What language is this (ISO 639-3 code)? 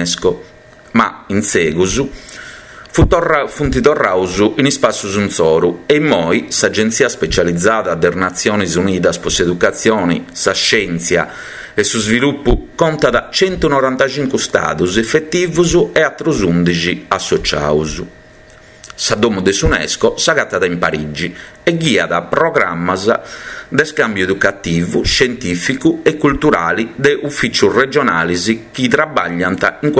srd